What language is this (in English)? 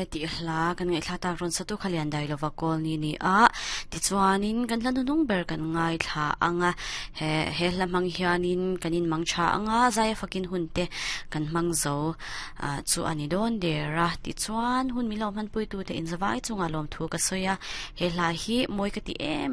Mizo